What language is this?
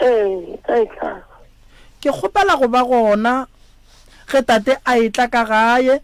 Northern Sotho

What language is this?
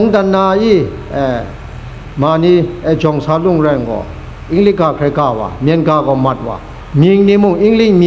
Kachin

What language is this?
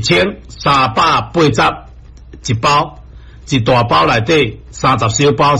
Min Nan Chinese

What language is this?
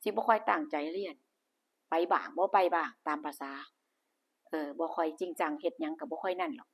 Lao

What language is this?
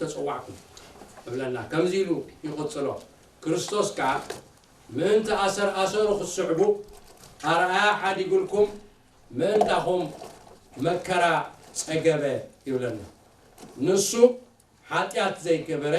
Tigrinya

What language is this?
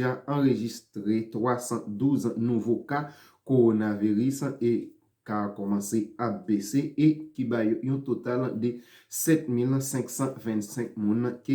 Haitian Creole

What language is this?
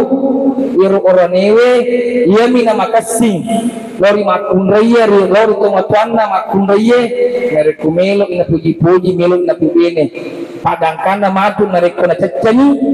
Buginese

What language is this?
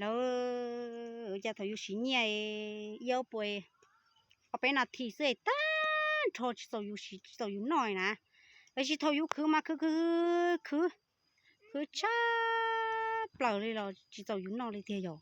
Hmong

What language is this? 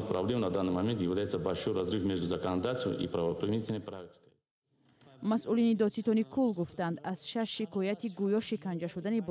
Tajik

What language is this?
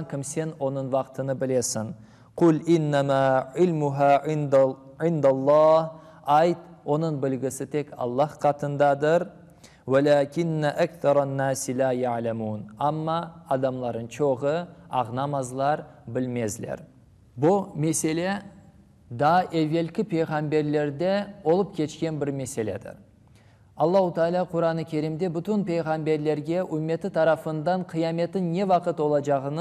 Crimean Tatar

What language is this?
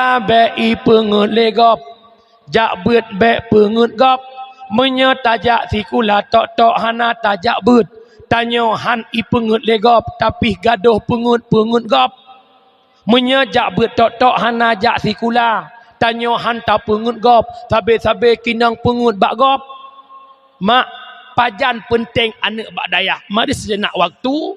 Achinese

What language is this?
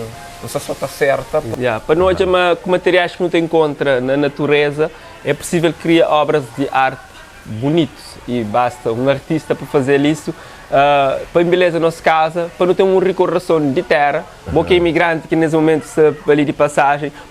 Kabuverdianu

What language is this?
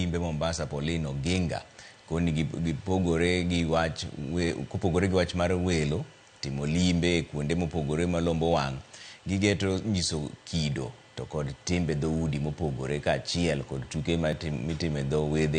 Luo (Kenya and Tanzania)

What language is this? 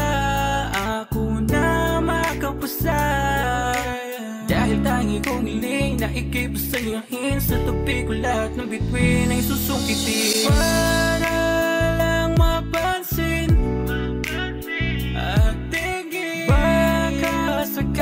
Filipino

